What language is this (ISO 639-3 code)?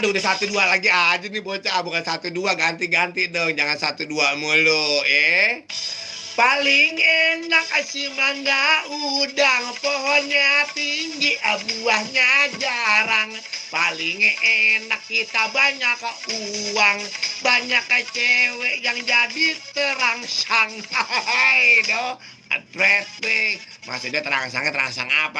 bew